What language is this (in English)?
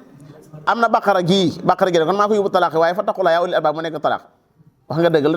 Wolof